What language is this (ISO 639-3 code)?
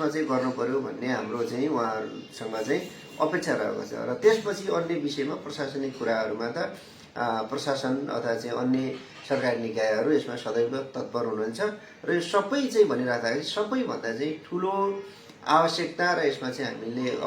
nep